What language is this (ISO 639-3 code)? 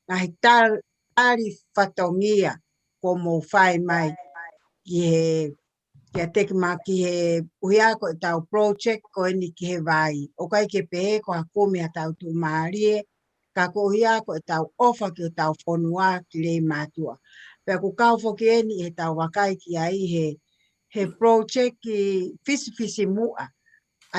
ton